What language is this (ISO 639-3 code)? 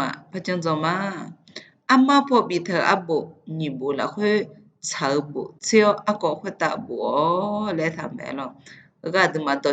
ahk